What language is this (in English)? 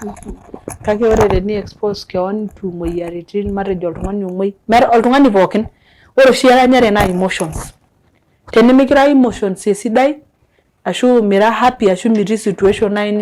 Masai